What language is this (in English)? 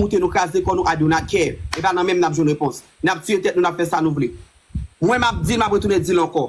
Haitian Creole